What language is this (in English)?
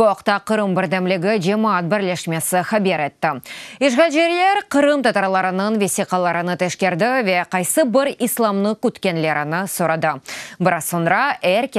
Crimean Tatar